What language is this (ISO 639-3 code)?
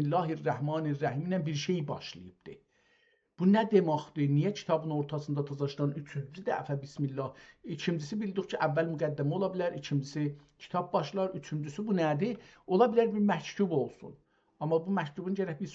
azb